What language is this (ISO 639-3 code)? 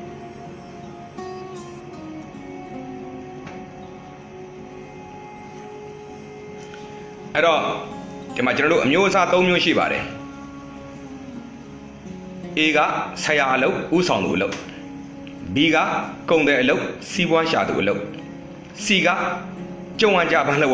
mya